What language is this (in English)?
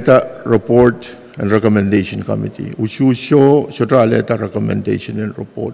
Pohnpeian